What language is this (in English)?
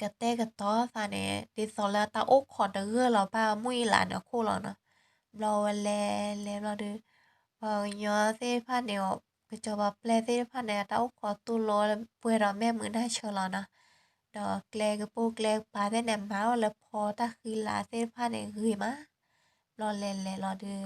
S'gaw Karen